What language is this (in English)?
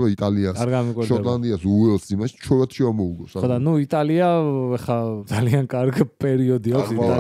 Georgian